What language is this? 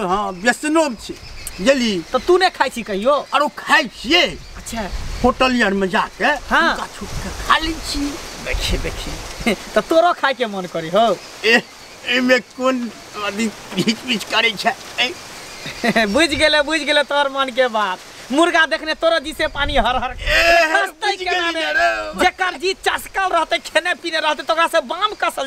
Maithili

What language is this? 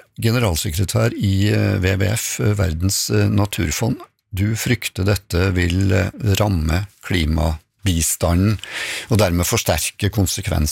Norwegian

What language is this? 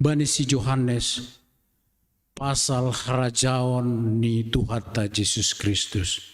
Batak Simalungun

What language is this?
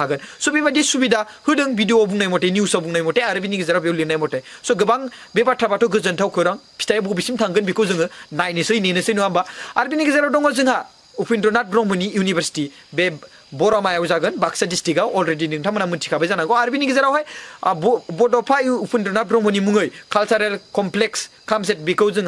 Bodo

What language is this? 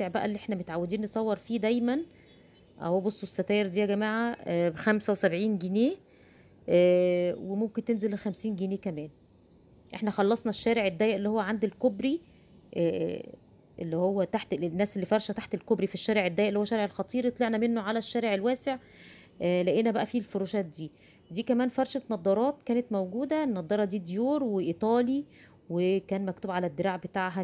Egyptian Arabic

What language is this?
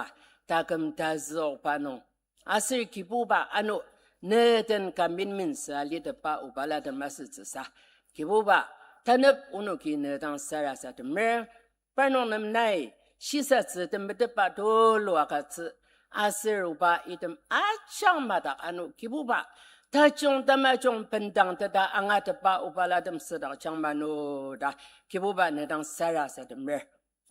Ao Naga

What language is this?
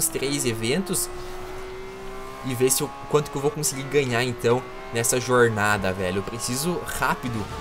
Portuguese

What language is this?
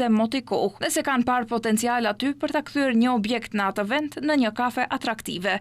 Albanian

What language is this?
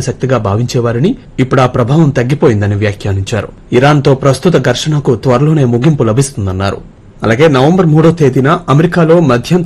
Telugu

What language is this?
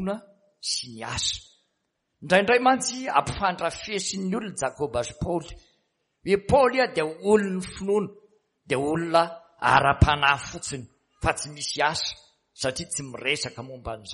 Malagasy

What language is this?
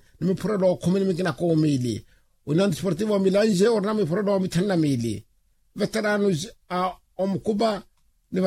Makhuwa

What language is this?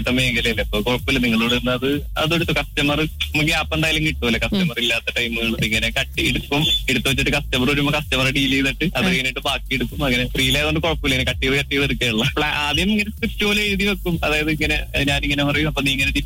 Malayalam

